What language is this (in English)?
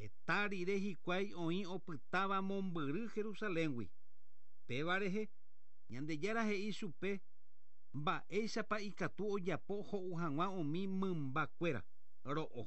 Guarani